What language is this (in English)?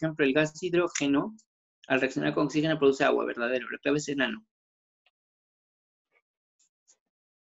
Spanish